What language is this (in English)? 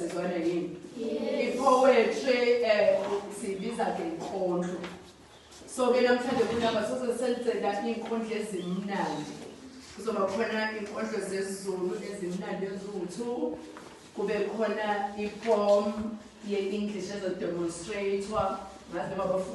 Zulu